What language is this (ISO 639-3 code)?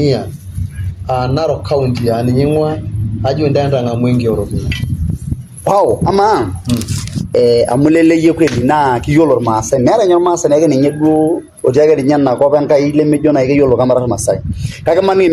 mas